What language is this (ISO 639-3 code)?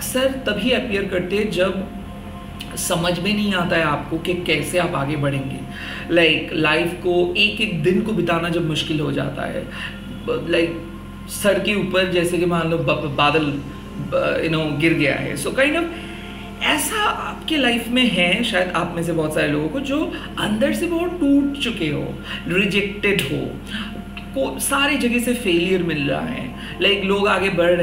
hin